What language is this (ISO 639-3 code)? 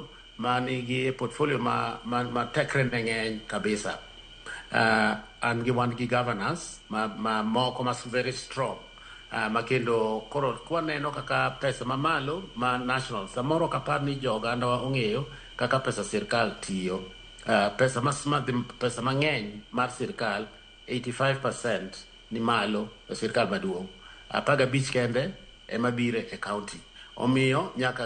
luo